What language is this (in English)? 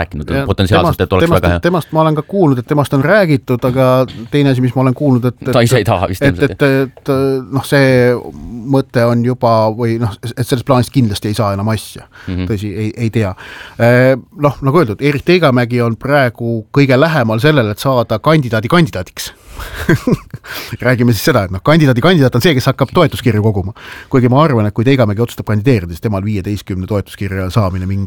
Estonian